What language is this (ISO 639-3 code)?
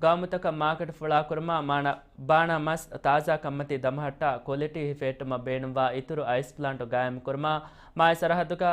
div